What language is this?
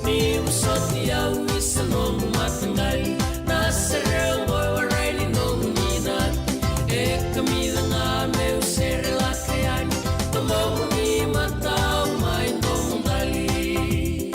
Fijian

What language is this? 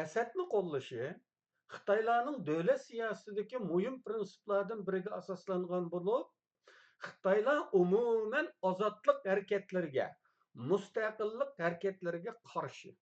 Uyghur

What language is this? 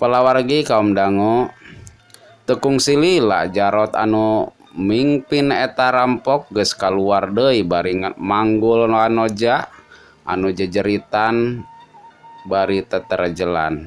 Sundanese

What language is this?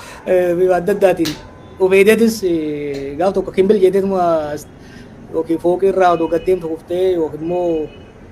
Oromo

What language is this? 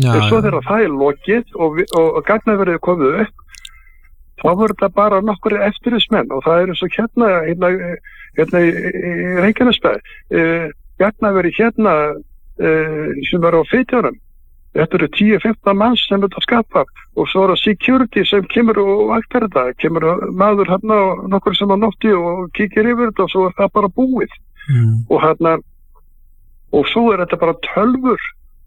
Icelandic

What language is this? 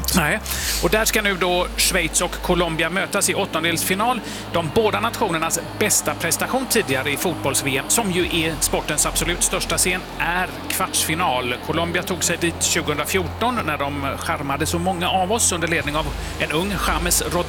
Swedish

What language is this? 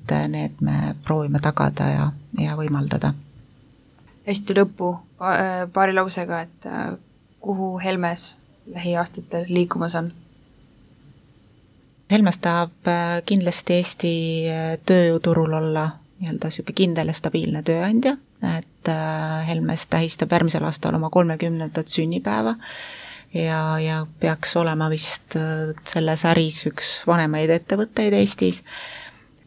Estonian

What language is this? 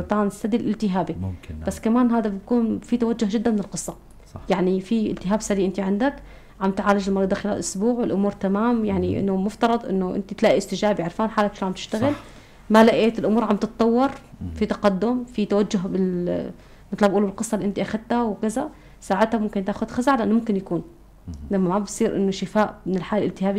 North Levantine Arabic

